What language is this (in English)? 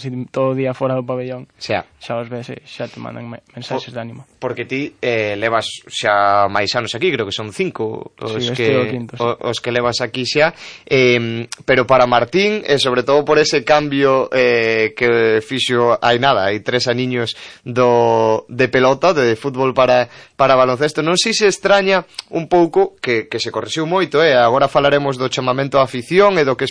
Galician